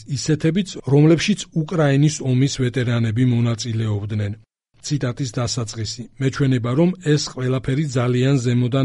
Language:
Georgian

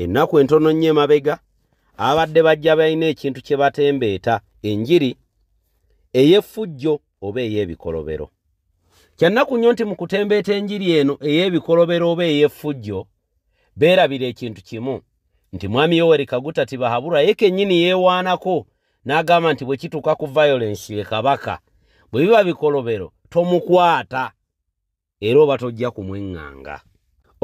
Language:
Ganda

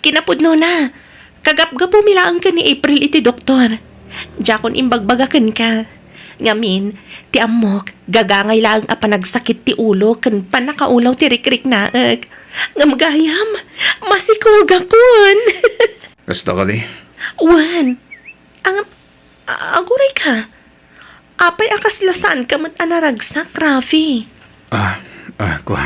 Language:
Iloko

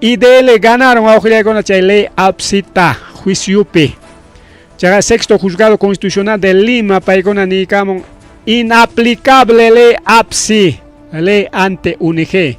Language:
Ayacucho Quechua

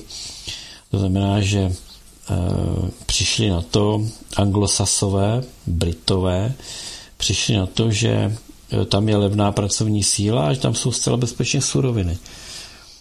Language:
Czech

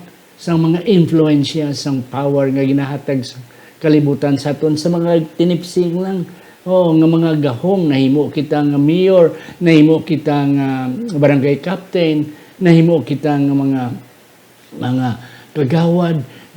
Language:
Hiligaynon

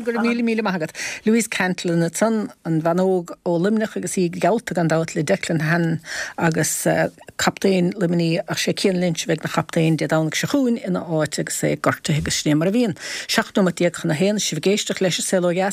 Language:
Irish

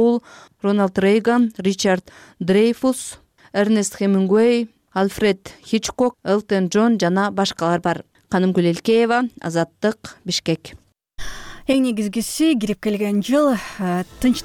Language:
Kyrgyz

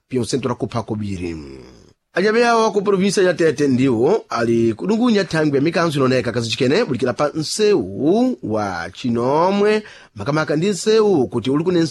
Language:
Sena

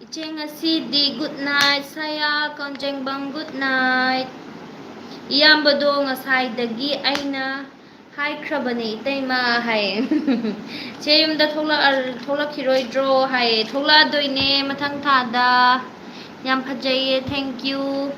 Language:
Manipuri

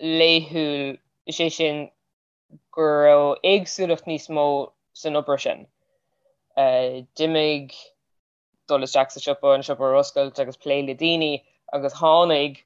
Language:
Irish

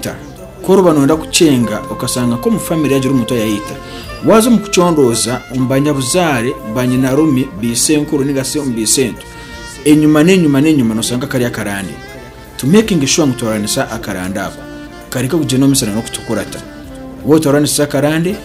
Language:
Nyankole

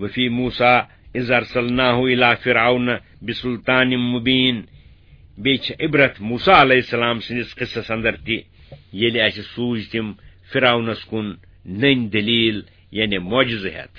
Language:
Kashmiri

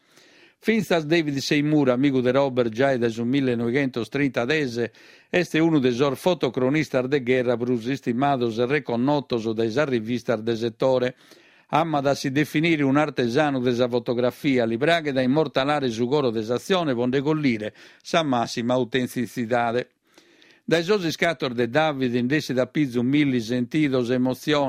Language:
Sardinian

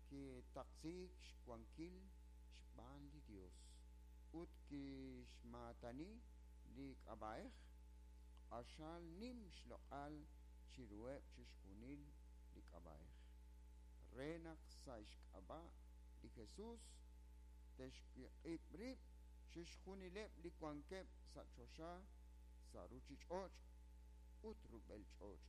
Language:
Kekchí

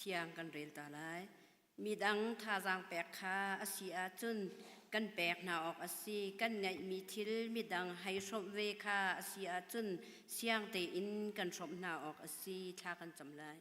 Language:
Hakha Chin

